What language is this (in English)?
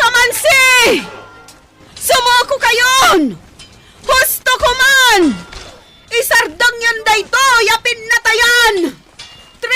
Iloko